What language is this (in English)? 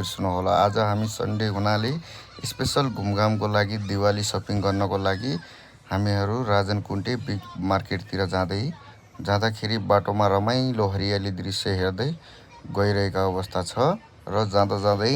Nepali